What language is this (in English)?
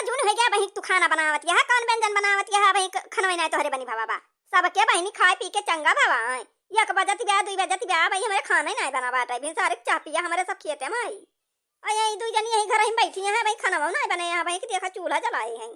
Awadhi